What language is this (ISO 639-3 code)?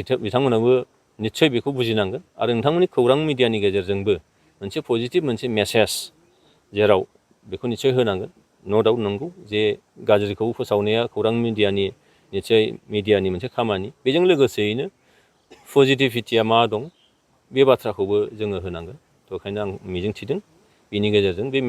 brx